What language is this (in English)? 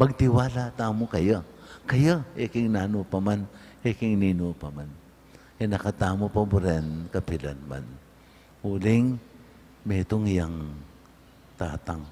Pampanga